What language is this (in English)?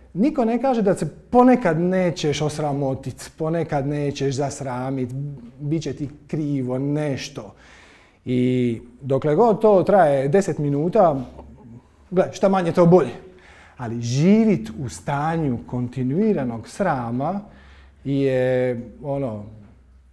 Croatian